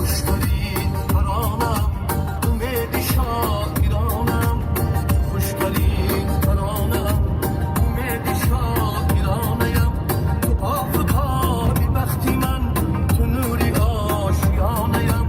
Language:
Tajik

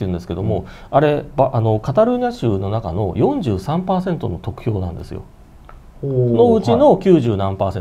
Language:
Japanese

